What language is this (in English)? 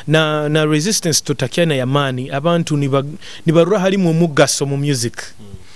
Nyoro